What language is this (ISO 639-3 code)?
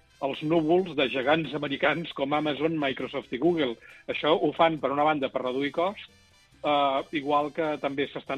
cat